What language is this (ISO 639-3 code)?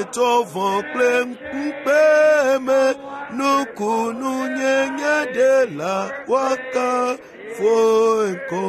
ewe